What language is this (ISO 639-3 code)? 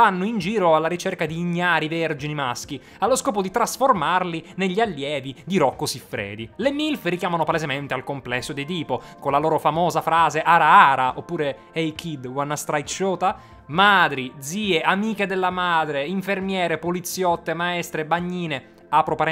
ita